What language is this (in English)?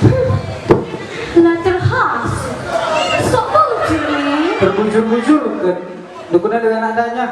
Batak Karo